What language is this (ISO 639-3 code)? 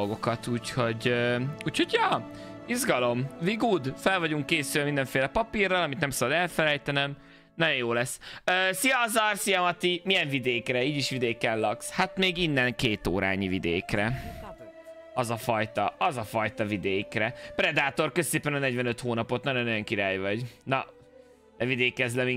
hun